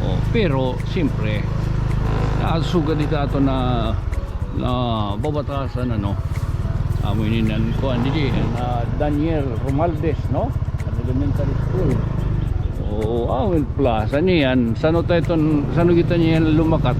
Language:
Waray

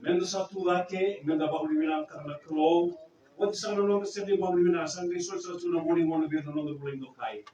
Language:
Fijian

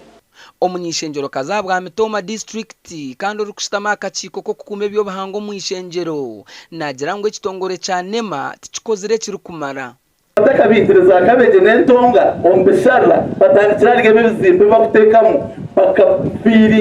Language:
Nyankole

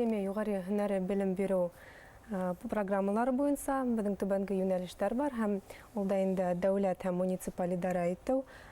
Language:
Bashkir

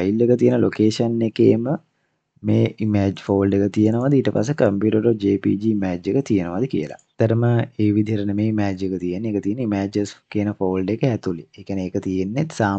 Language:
Sinhala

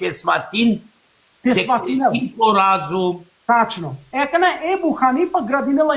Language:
Balkan Romani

